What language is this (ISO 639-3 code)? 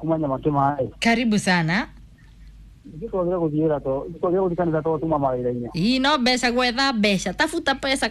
kik